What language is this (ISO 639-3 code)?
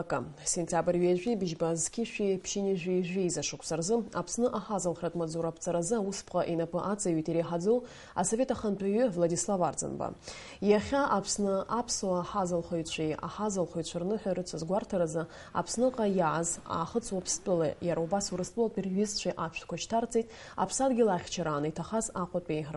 abk